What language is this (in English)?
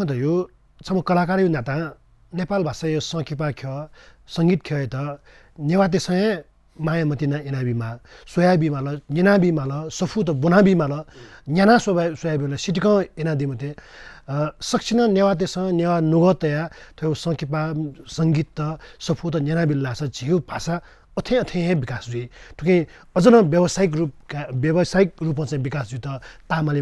Newari